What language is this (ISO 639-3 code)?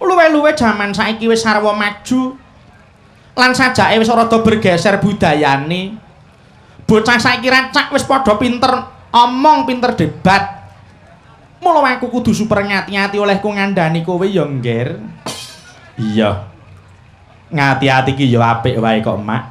jav